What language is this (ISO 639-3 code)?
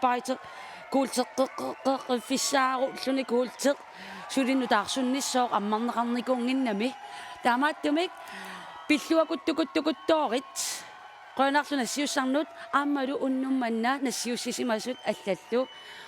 kal